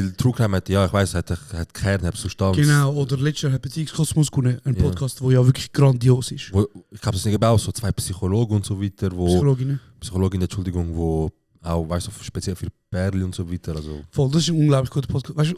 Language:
Swiss German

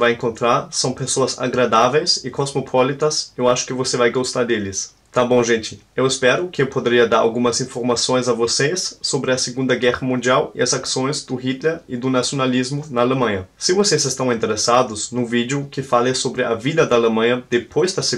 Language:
Portuguese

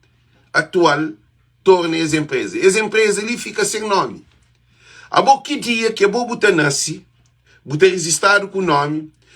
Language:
Kabuverdianu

